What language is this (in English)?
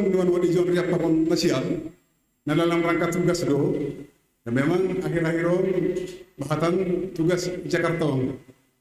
Batak Simalungun